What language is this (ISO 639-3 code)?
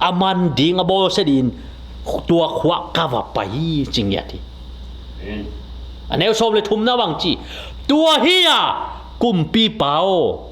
ctd